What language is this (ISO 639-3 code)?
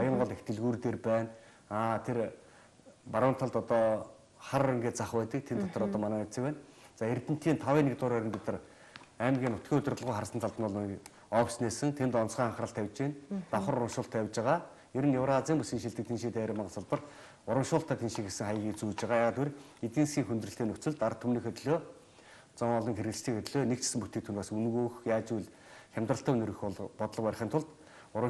mon